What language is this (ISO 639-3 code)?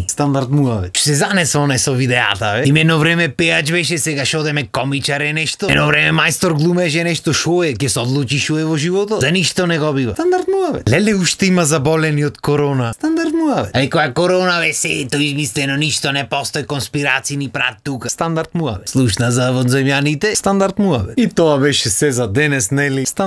mkd